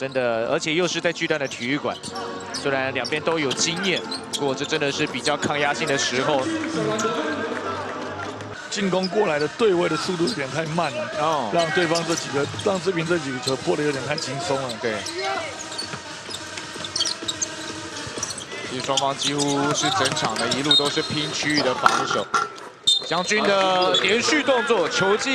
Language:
Chinese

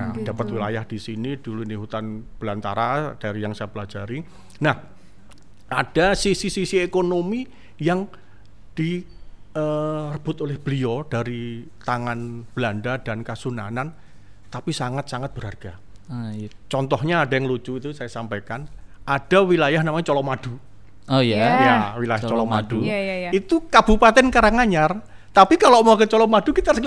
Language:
Indonesian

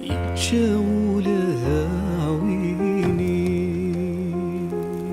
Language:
Kabyle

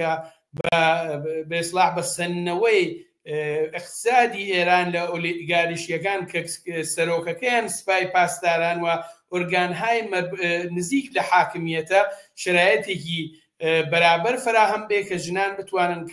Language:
Central Kurdish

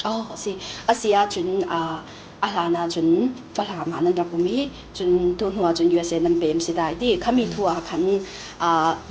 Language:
Falam Chin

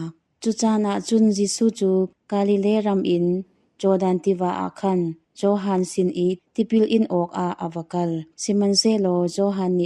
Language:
Hakha Chin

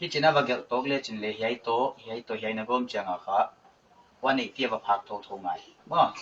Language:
Paite Chin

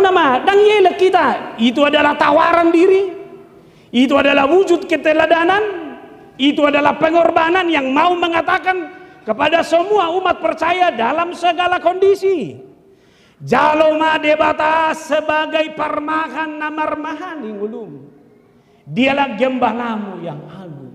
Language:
Batak Toba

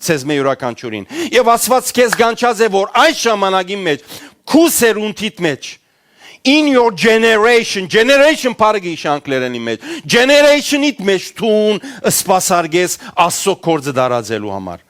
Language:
Western Armenian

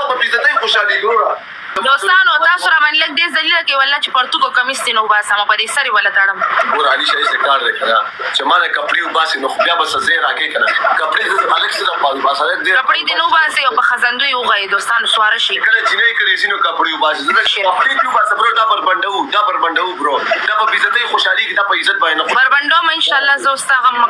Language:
Pashto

